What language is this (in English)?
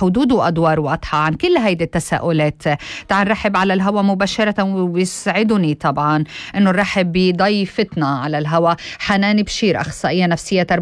North Levantine Arabic